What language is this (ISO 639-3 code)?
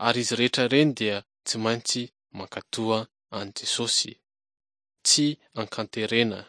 mlg